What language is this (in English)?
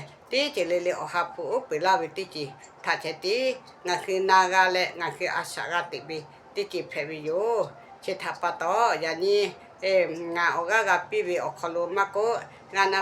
Lahu